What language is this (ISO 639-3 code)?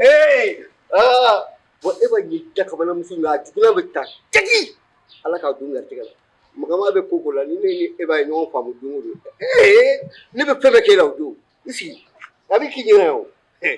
bam